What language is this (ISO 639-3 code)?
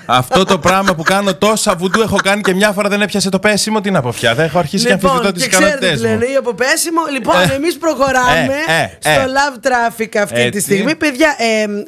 ell